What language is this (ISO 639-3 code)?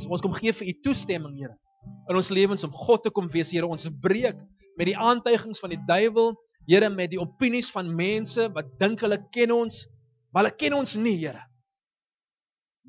afr